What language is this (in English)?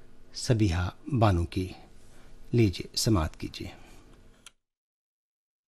Urdu